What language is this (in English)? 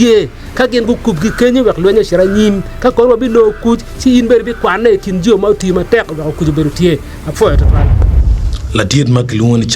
Acoli